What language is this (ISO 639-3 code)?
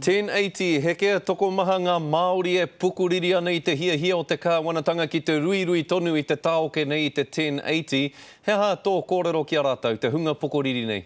mri